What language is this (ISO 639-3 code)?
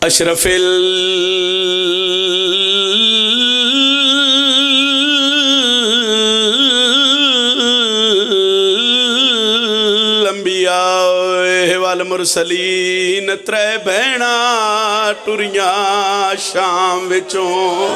phr